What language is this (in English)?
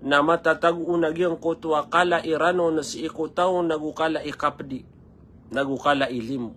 Maranao